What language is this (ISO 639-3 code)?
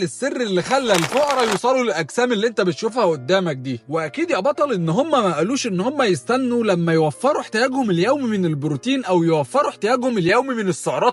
arz